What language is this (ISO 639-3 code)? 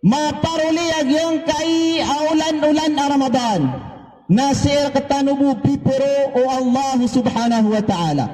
mrw